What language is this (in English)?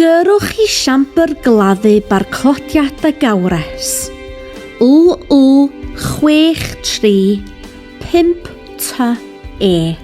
Welsh